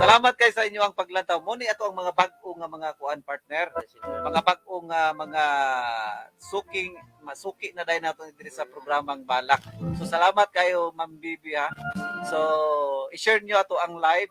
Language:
Cebuano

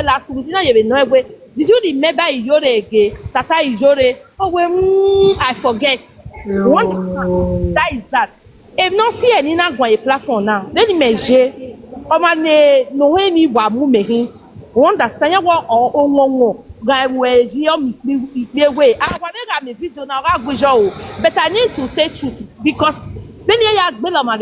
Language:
Nigerian Pidgin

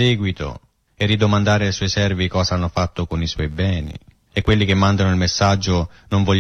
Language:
Italian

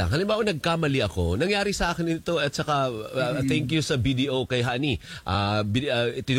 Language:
Filipino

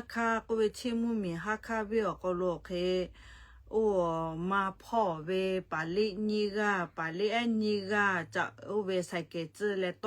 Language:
Lahu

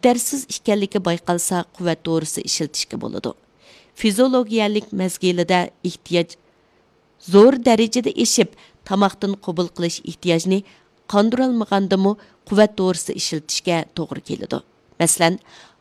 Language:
Uyghur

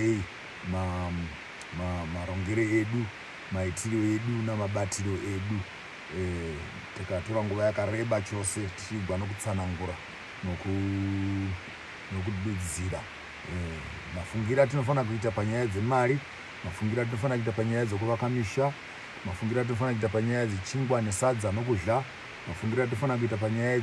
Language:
Shona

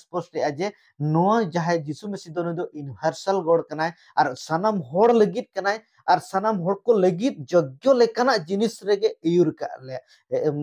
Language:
Santali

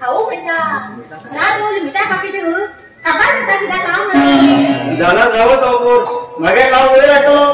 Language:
Konkani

